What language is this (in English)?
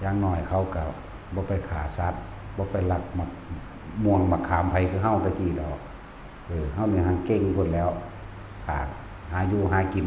Northeastern Thai